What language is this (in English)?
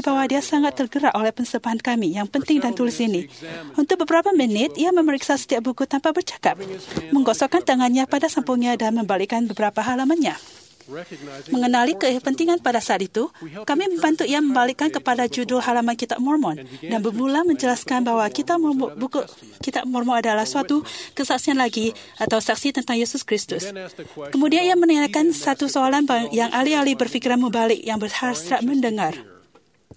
Malay